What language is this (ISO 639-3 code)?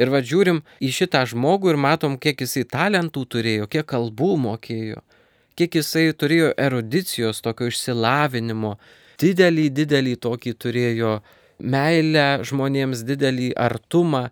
lit